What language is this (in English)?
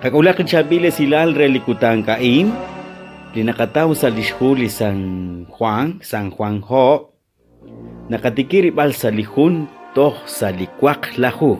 Kekchí